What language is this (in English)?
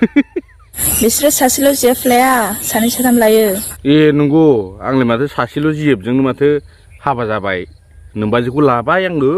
Bodo